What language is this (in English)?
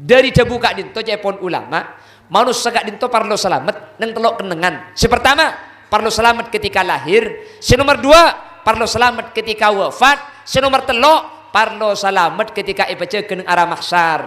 Madurese